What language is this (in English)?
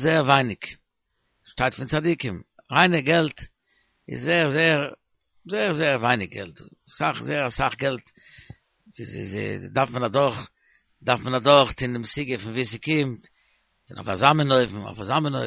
Yiddish